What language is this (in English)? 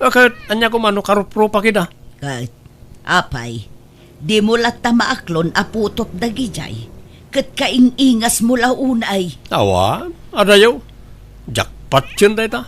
Iloko